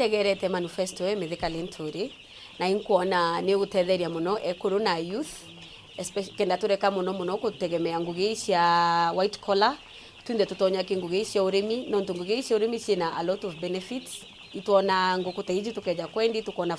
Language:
Meru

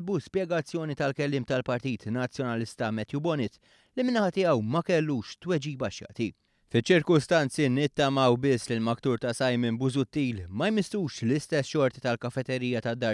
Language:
Maltese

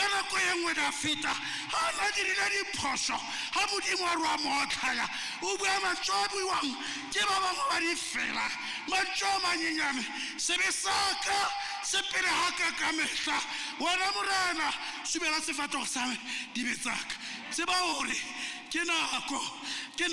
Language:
Tswana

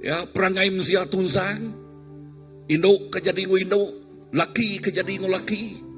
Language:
Iban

